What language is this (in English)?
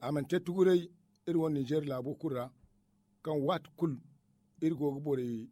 Zarma